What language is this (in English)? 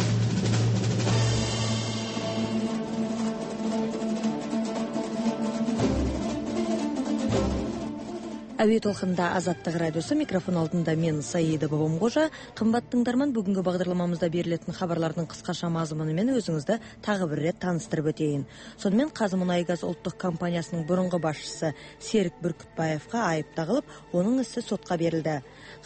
Kazakh